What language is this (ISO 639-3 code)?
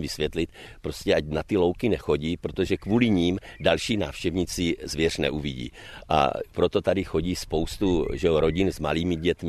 ces